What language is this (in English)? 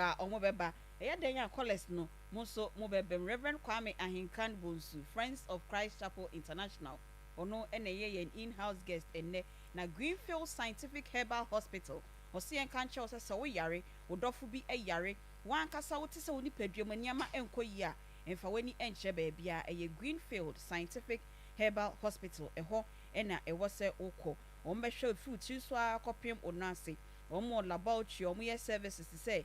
Akan